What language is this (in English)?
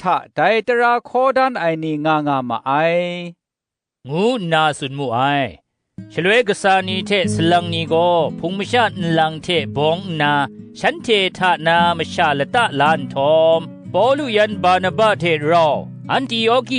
Kachin